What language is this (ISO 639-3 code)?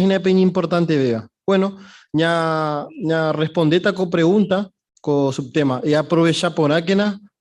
grn